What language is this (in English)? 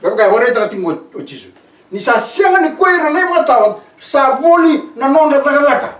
Fijian